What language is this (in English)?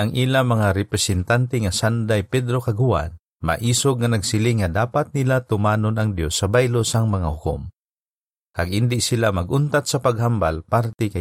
Hiligaynon